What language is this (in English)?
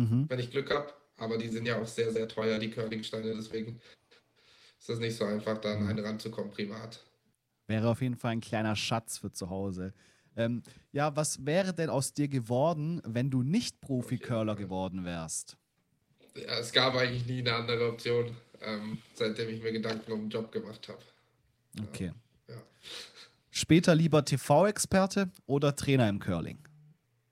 German